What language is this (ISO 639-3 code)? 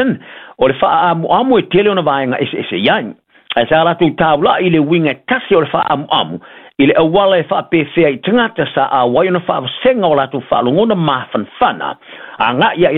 smo